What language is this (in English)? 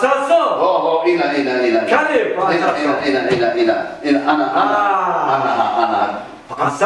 Tajik